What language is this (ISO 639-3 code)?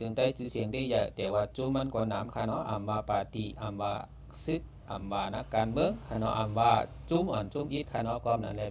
shn